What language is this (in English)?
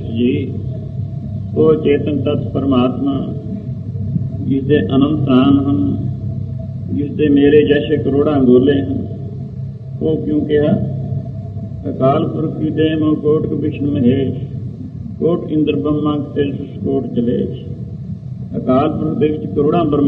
Punjabi